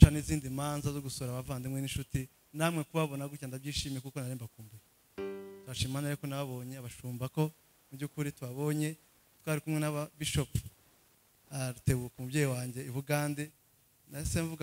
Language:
Kinyarwanda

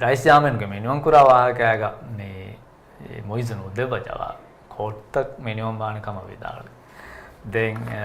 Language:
Divehi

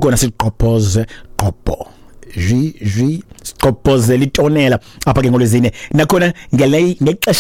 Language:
Xhosa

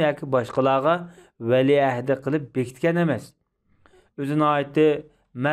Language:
Uyghur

